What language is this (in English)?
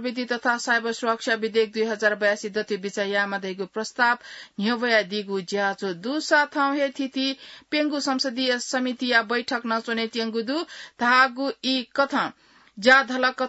Newari